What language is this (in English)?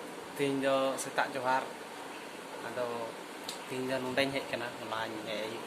Santali